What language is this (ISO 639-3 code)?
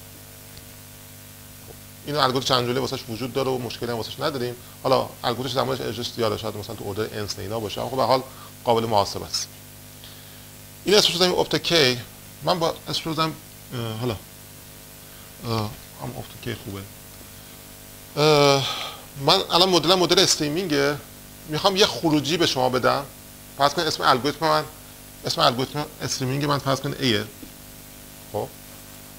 fas